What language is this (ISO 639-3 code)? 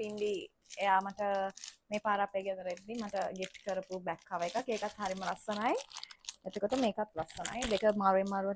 sin